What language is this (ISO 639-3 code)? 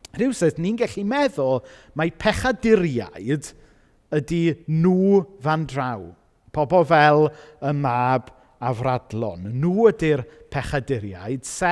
cym